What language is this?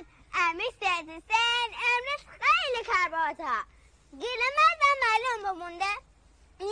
Gilaki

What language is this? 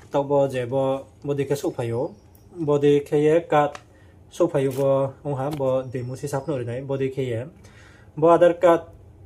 Riang (India)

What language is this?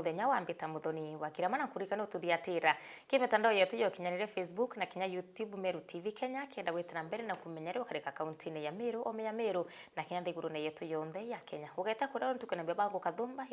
Meru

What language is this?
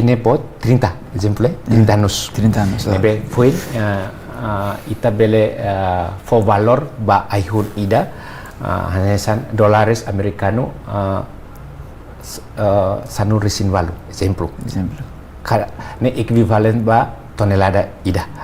Tetum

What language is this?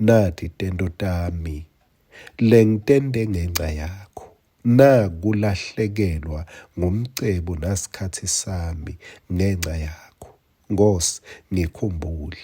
Swati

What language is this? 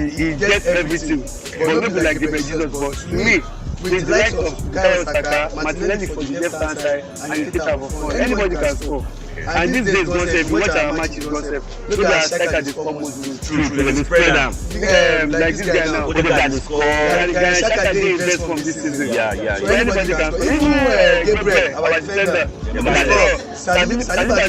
Nigerian Pidgin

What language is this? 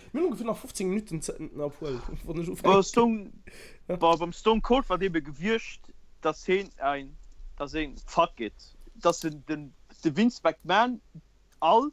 Luxembourgish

